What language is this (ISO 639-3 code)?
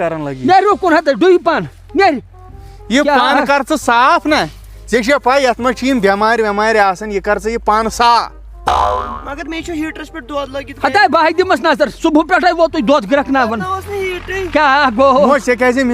kas